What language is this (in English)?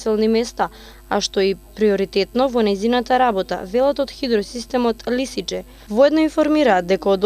Macedonian